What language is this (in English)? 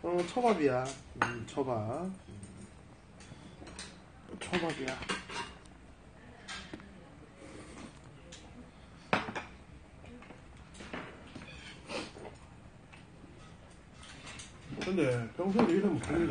Korean